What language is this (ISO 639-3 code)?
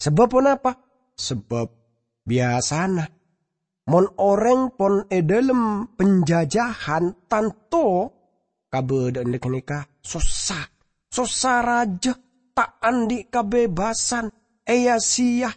mad